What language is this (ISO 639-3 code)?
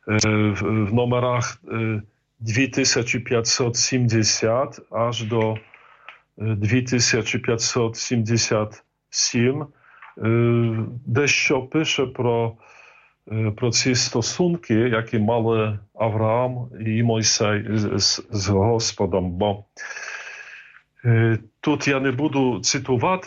ukr